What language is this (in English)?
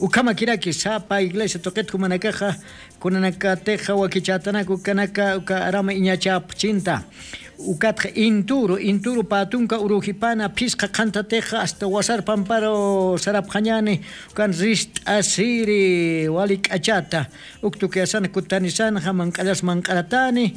Aymara